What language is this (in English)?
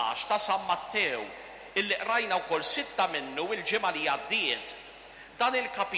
Maltese